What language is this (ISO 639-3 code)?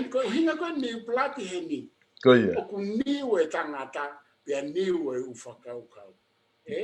ton